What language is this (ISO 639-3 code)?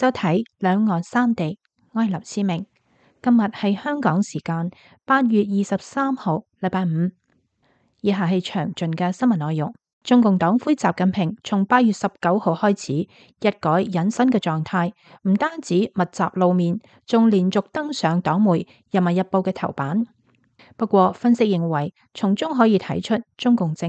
yue